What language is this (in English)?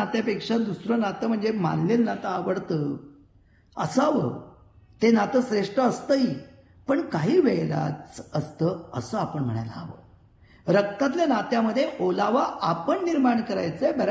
Marathi